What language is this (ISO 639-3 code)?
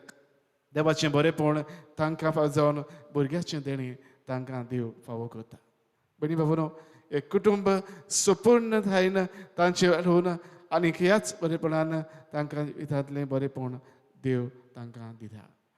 kok